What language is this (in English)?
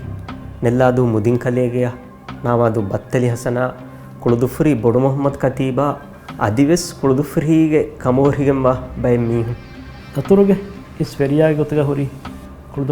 Divehi